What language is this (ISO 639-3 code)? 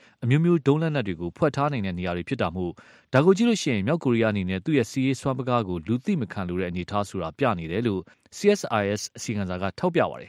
mya